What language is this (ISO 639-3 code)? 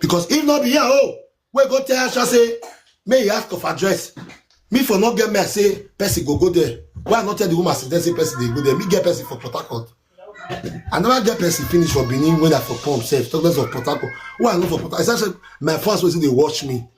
pcm